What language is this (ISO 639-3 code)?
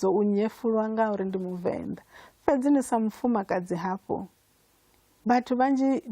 ven